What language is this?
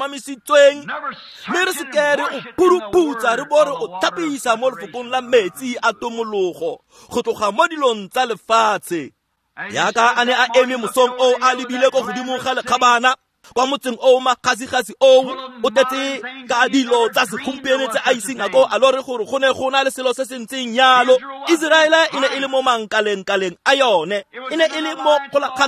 Tswana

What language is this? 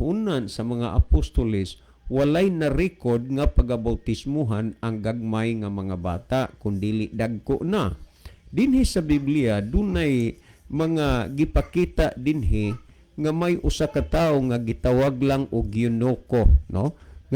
Cebuano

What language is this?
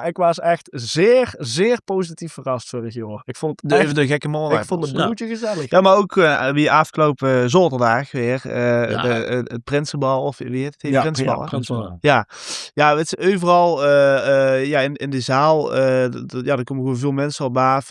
Limburgish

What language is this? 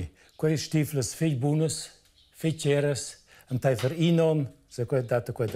Romansh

